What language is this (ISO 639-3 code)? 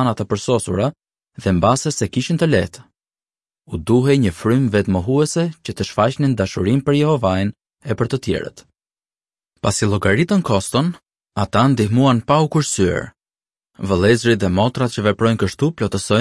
sqi